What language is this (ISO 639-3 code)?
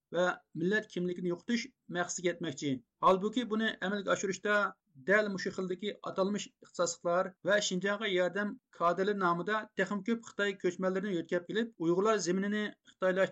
uig